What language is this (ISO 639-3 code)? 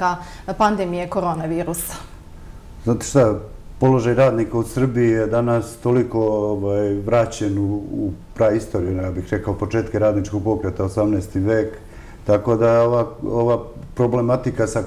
srp